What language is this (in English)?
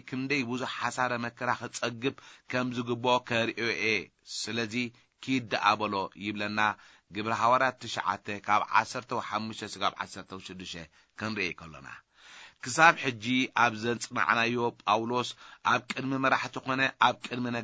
Tigrinya